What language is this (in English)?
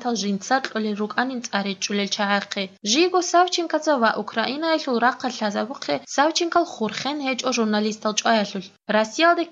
Avaric